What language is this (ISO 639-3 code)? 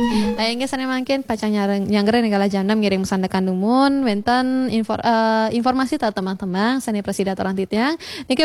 ban